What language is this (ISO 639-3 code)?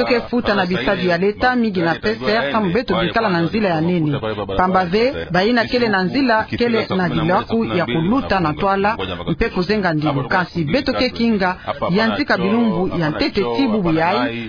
ktu